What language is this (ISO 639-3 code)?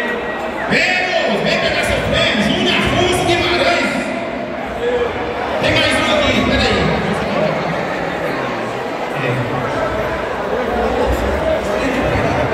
por